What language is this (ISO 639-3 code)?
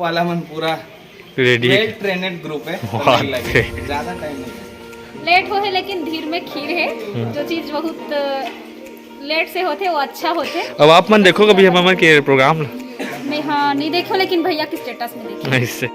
hne